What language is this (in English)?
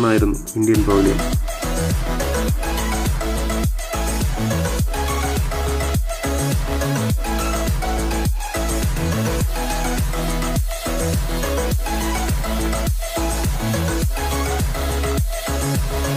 Malayalam